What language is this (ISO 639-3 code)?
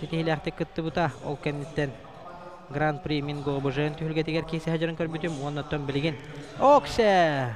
sah